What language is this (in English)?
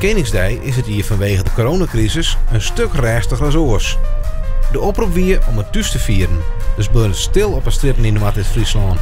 Western Frisian